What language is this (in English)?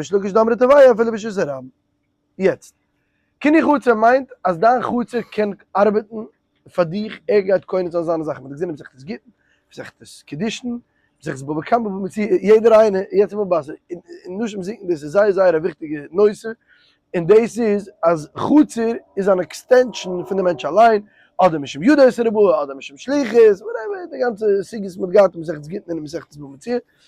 Yiddish